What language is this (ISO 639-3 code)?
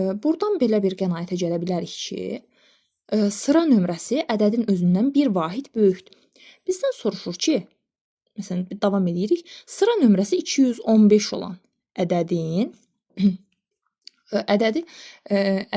aze